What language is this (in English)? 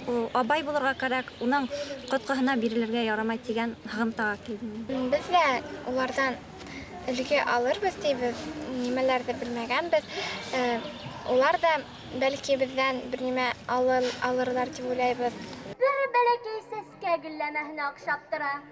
Bashkir